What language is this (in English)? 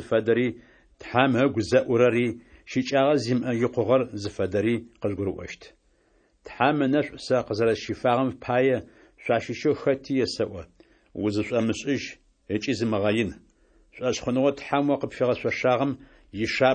Adyghe